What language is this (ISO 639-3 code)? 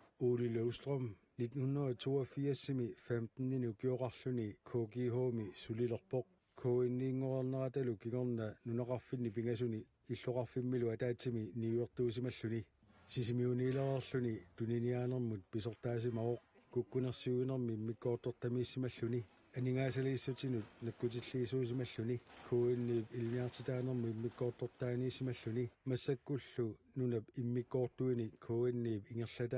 kal